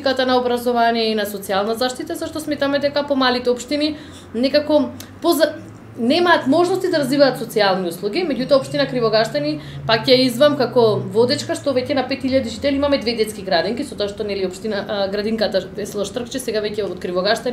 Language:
Macedonian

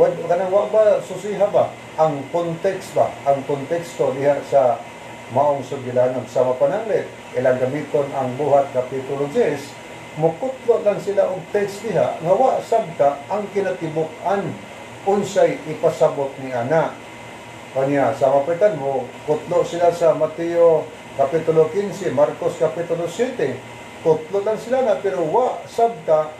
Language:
Cebuano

